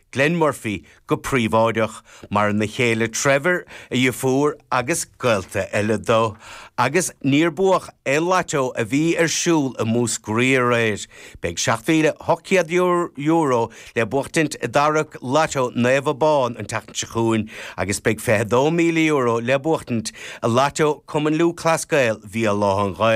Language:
Irish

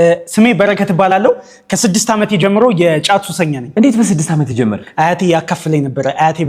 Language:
Amharic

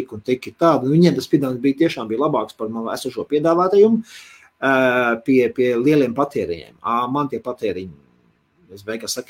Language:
Latvian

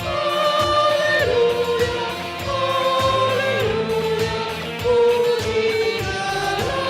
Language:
Batak Karo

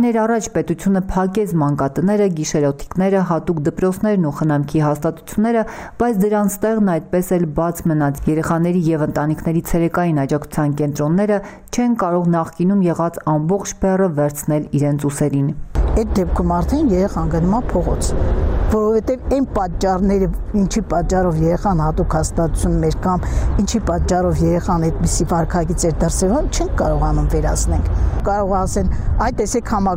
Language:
Armenian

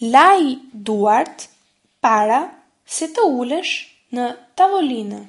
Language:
Albanian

